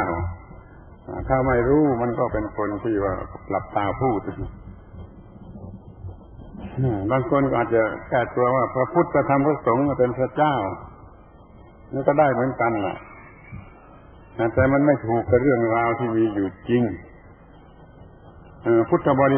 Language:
Thai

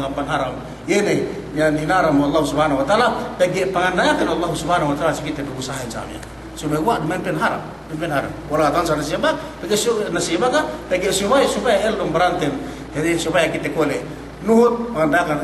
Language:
Yakan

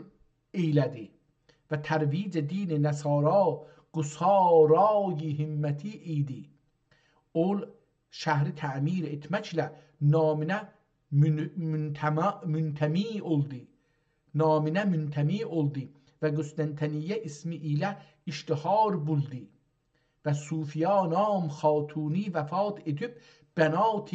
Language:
South Azerbaijani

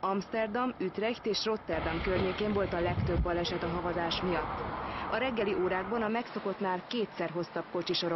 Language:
Hungarian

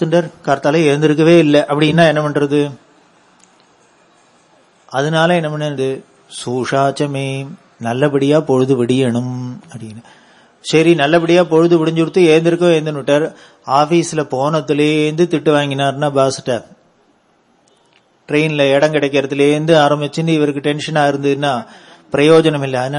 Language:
Tamil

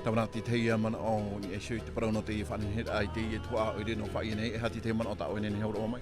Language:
Tahitian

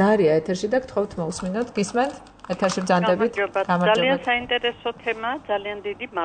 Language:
Georgian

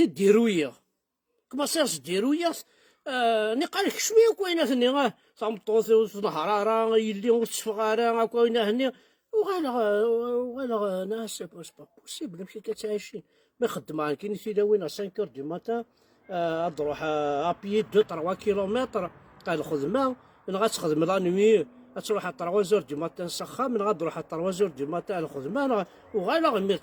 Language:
Kabyle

